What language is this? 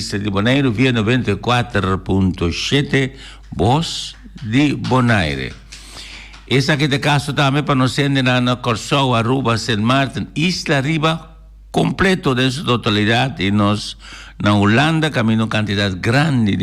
Papiamento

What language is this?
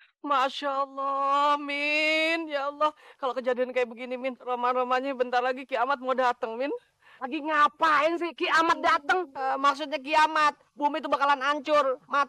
Betawi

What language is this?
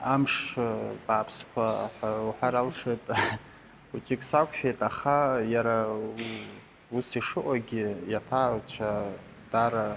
Abkhazian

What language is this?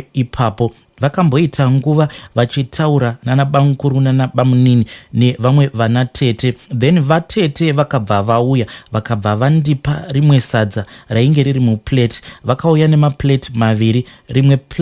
Shona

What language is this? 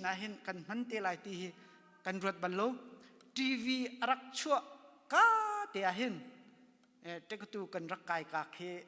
Hakha Chin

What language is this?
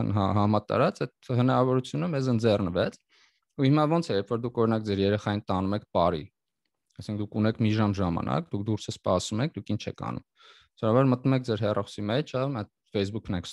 Armenian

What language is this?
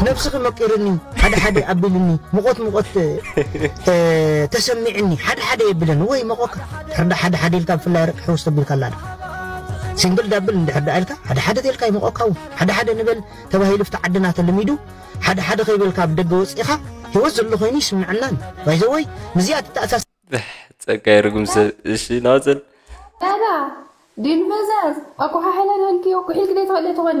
Tigrinya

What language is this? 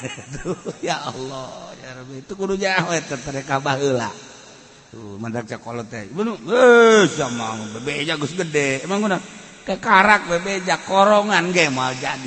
Sundanese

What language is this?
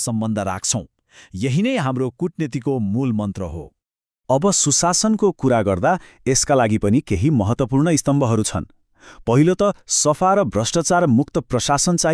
Nepali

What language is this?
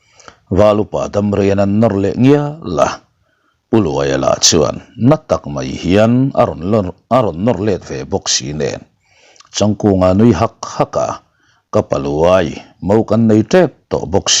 Mizo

